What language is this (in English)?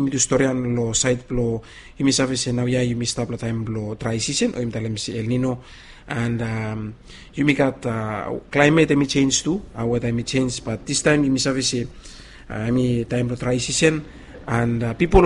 Bislama